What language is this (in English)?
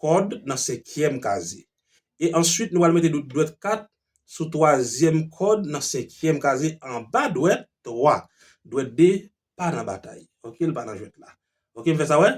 Haitian Creole